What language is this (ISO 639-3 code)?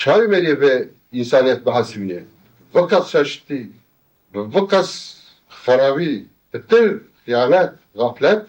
kur